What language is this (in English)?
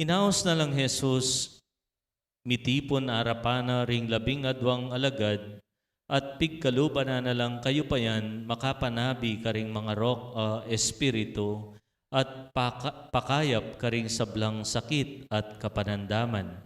Pampanga